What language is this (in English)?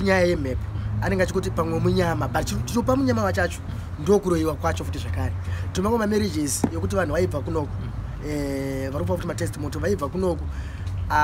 Shona